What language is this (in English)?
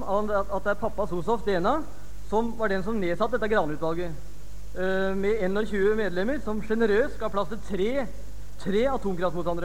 Norwegian